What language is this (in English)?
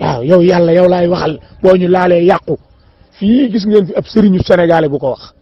Wolof